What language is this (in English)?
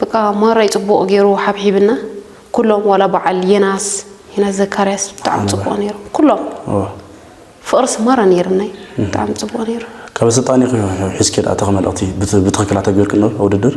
Tigrinya